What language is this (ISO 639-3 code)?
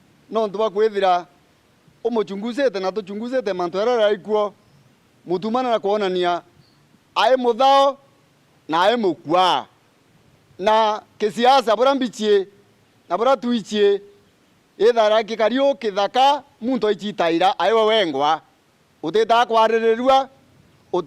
mer